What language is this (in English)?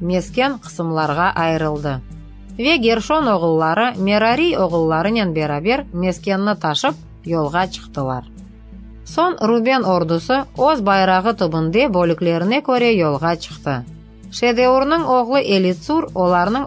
Crimean Tatar